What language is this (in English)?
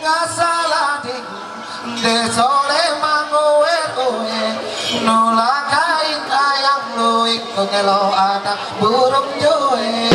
Ma'anyan